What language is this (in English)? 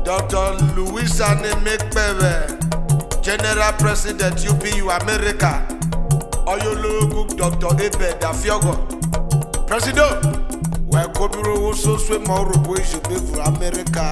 Urhobo